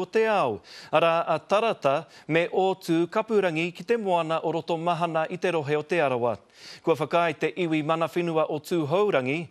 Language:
Māori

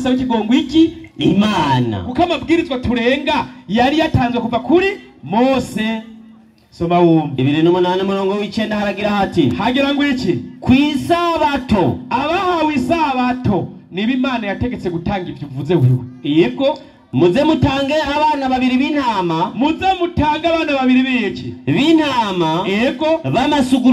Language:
Rundi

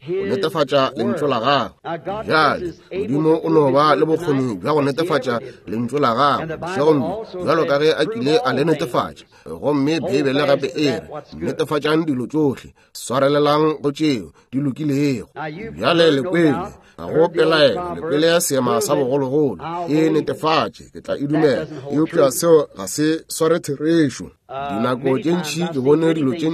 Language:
Northern Sotho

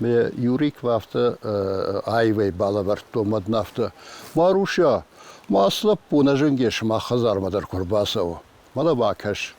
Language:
Ossetic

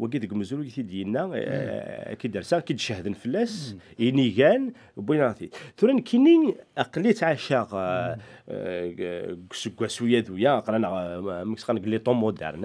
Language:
Kabyle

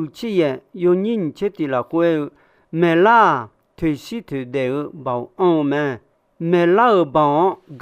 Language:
Akha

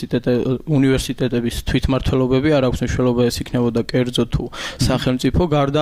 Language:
Georgian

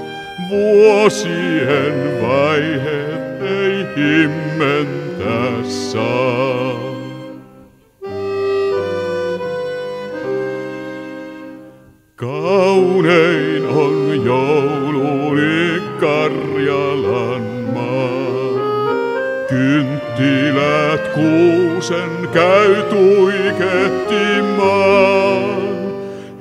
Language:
Finnish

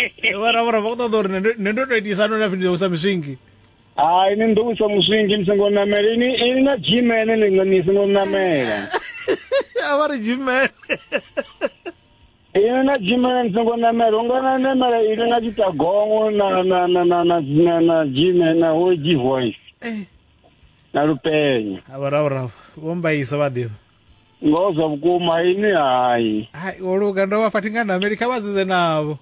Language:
Venda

